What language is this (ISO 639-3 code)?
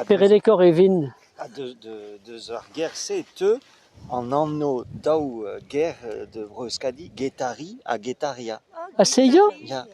bre